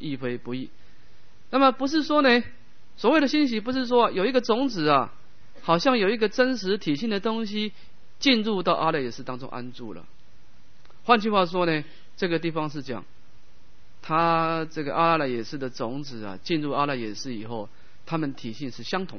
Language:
Chinese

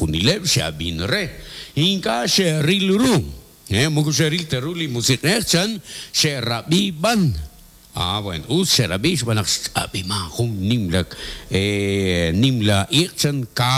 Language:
Kekchí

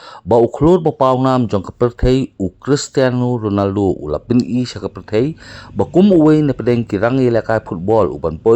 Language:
Khasi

